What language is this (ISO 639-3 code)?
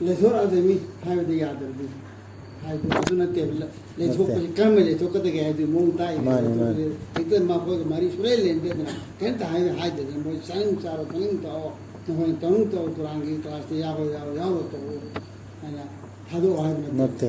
mni